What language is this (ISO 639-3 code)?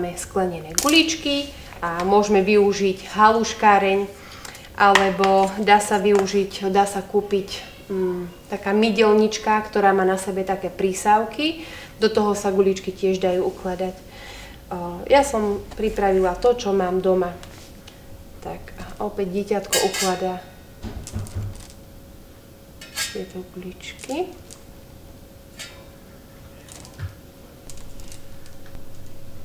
slk